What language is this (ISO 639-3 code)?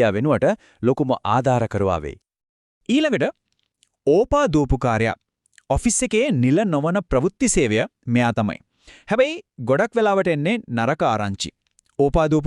sin